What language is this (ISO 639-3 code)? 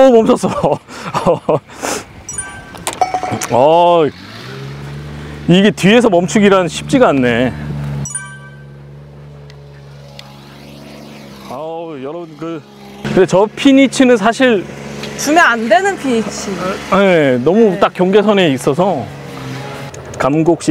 kor